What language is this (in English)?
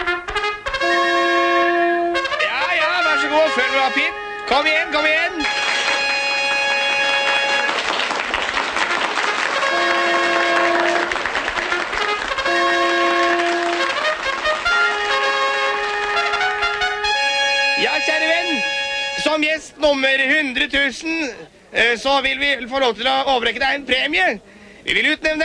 Norwegian